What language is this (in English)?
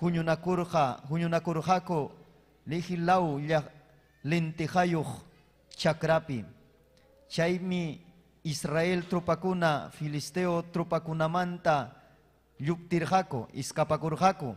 Ayacucho Quechua